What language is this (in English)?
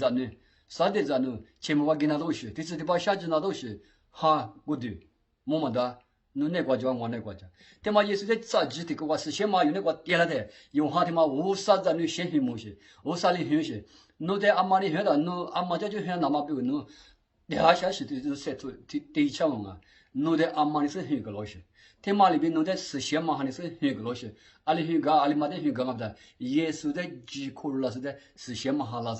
Lisu